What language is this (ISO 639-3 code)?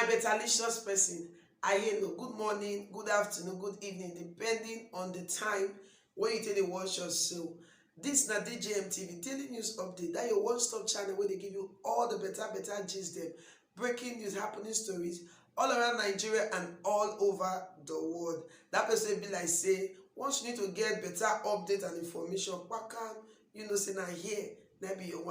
pcm